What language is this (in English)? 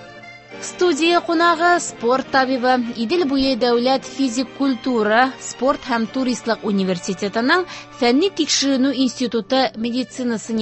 Tatar